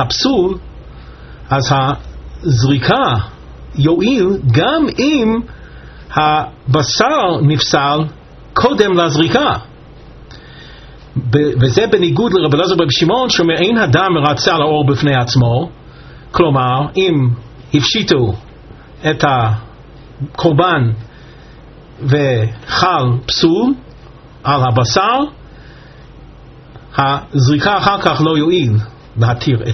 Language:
Hebrew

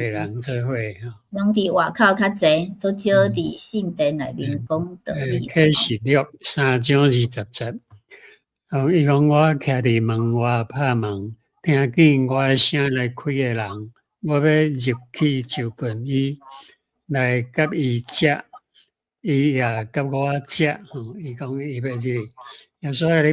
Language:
Min Nan Chinese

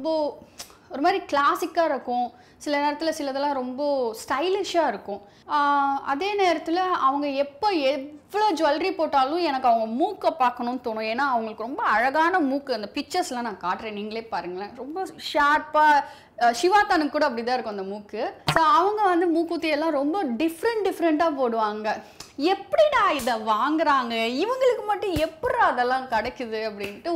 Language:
Tamil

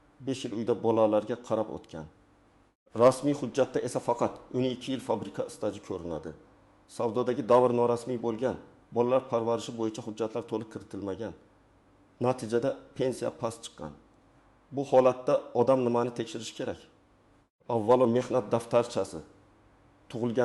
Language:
Uzbek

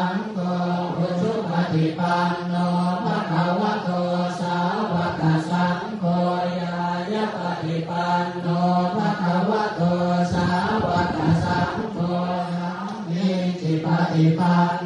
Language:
Pali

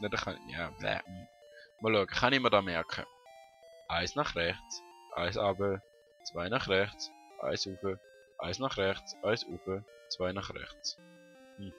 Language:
Swiss German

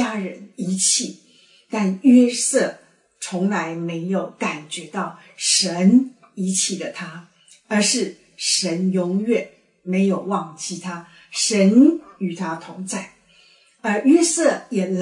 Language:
Chinese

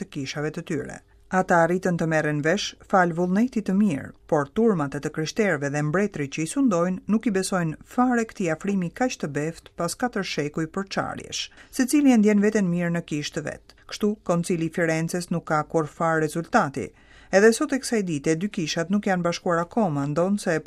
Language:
Albanian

